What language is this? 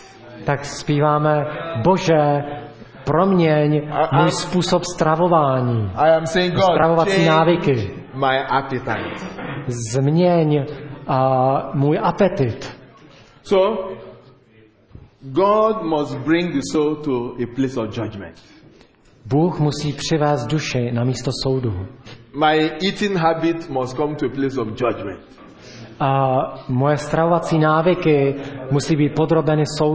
Czech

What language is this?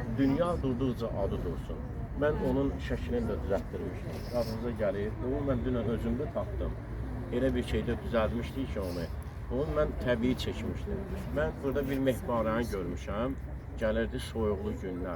Azerbaijani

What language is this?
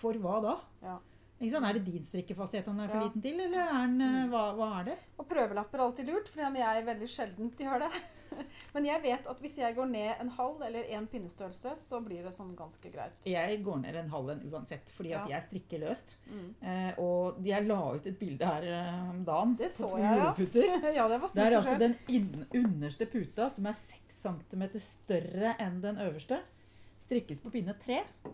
Norwegian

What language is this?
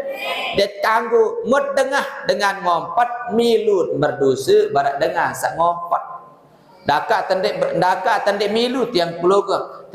Sasak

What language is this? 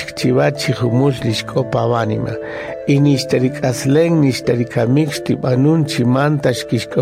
Kaqchikel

